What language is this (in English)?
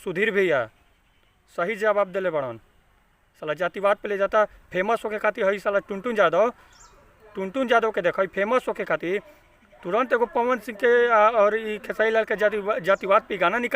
Bhojpuri